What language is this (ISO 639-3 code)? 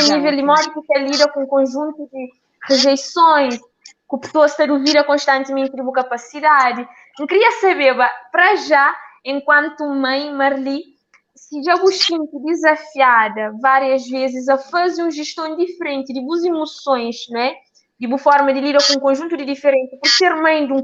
kea